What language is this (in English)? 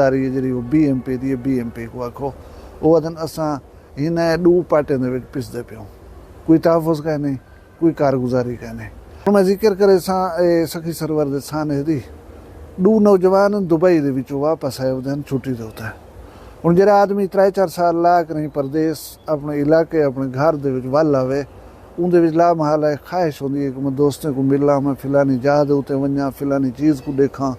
Saraiki